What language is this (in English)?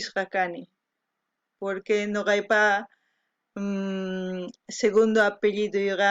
South Bolivian Quechua